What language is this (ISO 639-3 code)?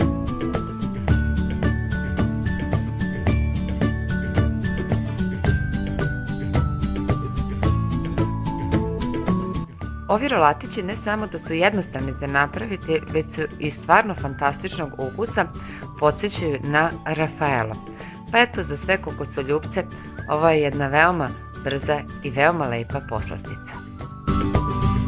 hrv